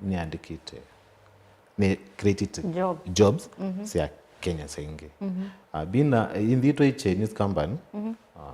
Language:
Kamba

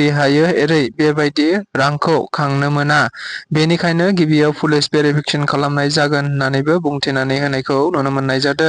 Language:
Bodo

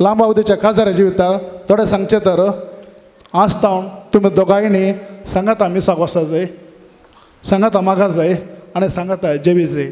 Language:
Konkani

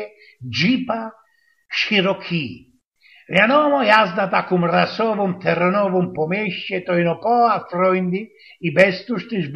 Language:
Silesian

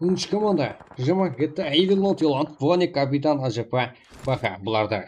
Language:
Kara-Kalpak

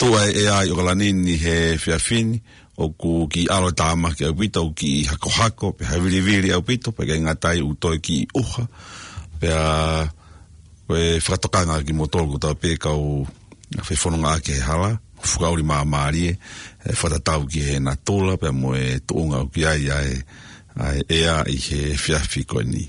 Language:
Tongan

